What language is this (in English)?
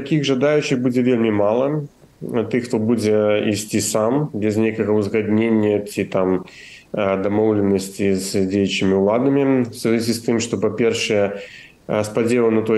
Belarusian